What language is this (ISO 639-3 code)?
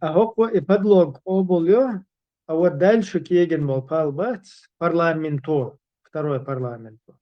che